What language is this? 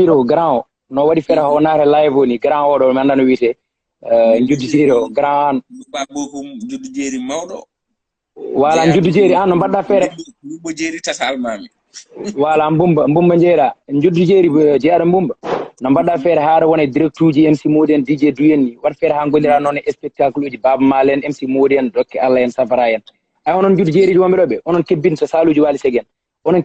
Fula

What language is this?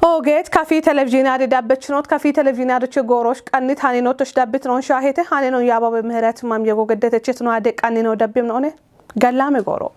Kafa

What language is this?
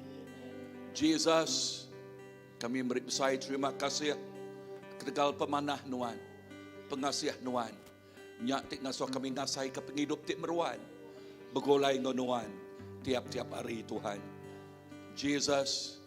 Iban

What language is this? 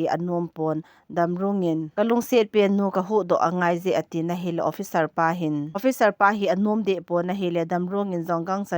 Thado Chin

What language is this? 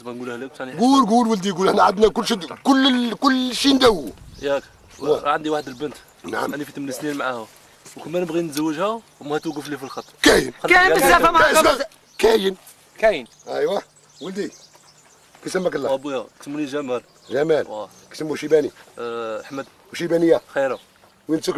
Algerian Arabic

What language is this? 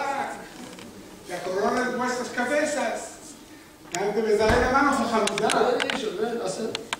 Ladino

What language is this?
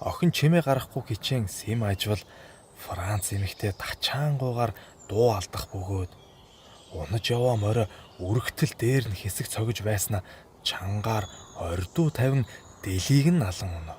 Mongolian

